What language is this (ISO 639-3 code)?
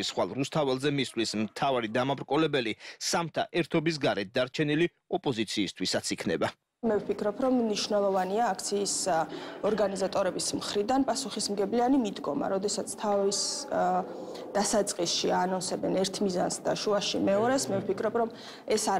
kat